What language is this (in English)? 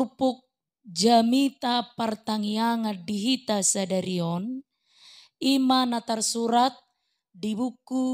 Batak Toba